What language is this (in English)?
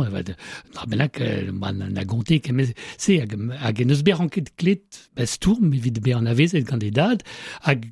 Breton